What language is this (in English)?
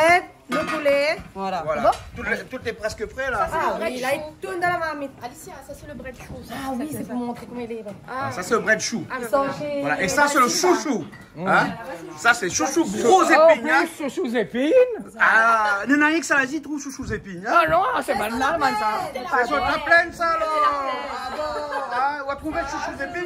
Réunion Creole French